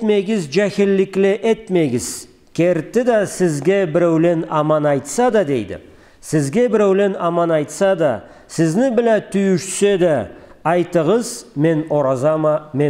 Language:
Karachay-Balkar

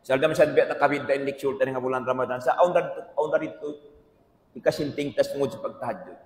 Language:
Tausug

